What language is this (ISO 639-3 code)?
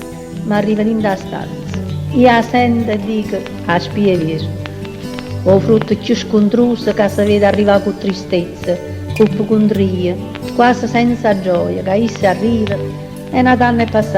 nap